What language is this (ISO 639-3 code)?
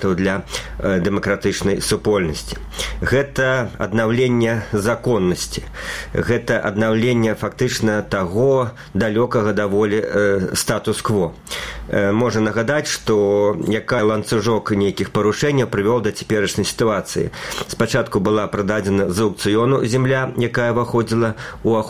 bel